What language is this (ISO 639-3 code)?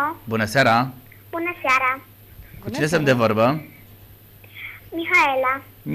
ron